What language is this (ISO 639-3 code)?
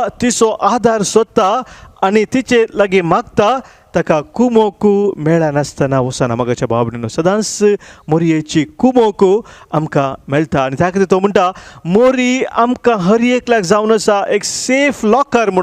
kok